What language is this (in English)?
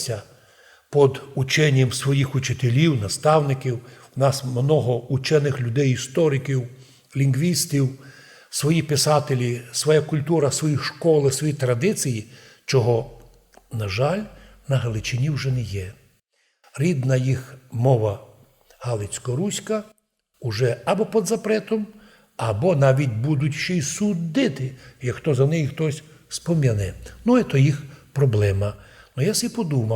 Rusyn